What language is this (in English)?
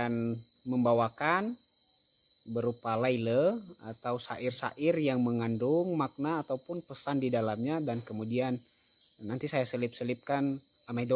Nias